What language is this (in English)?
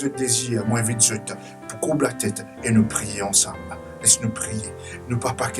Morisyen